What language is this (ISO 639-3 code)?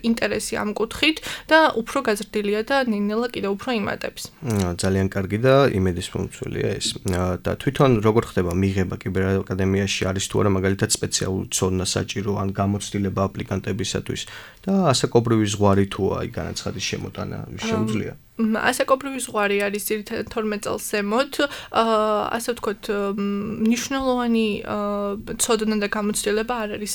kat